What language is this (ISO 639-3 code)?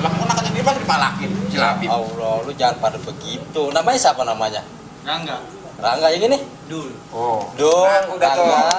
bew